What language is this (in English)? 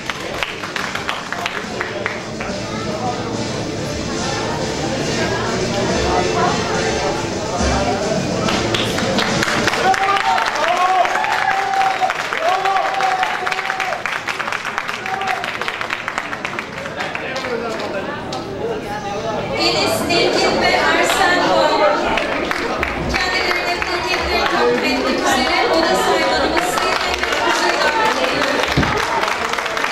Turkish